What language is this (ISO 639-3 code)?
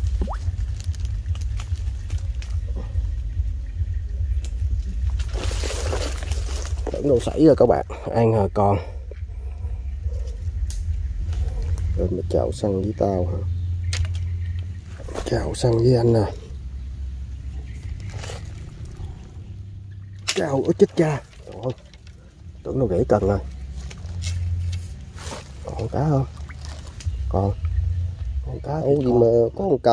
vie